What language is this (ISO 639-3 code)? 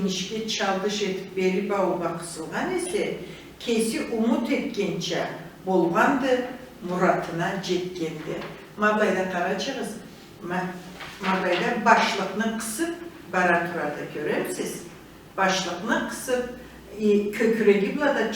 krc